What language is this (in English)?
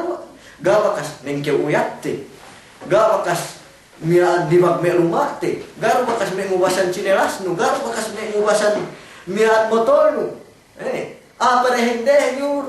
Yakan